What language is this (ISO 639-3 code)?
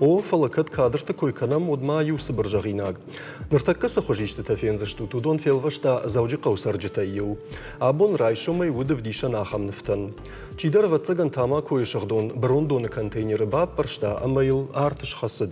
oss